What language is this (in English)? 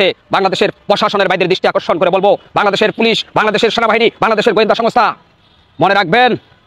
Bangla